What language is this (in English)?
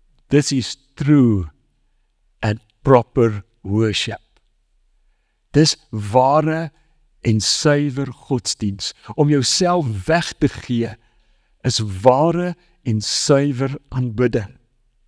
Afrikaans